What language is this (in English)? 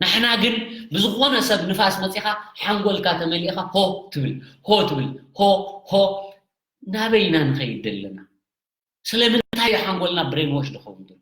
Tigrinya